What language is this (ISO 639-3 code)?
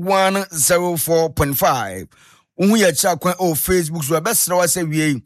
aka